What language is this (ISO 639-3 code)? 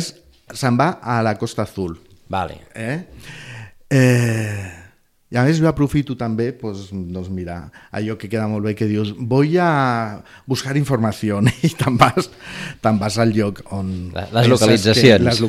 cat